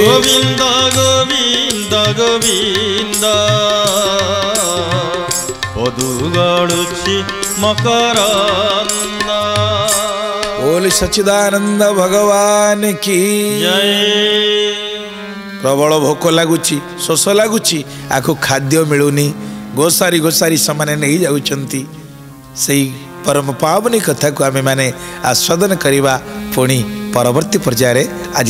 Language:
Odia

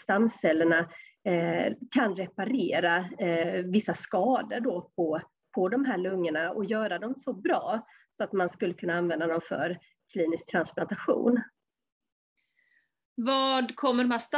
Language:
Swedish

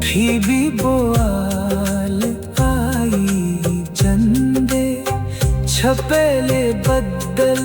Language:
Dogri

